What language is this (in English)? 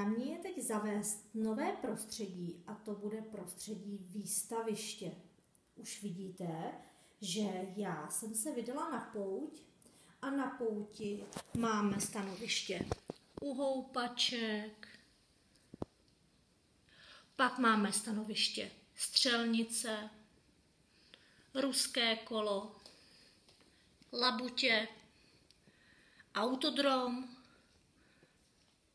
Czech